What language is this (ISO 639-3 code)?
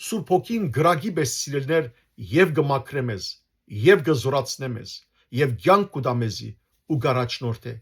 hyw